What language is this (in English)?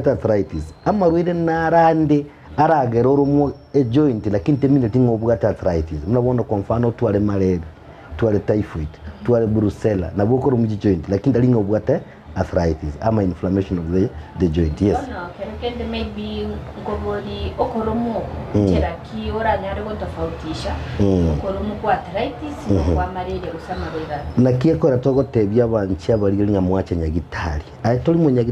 Gusii